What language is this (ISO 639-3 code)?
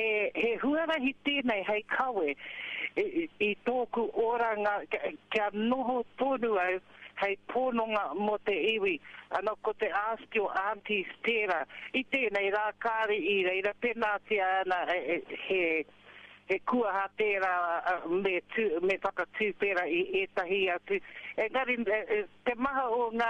mri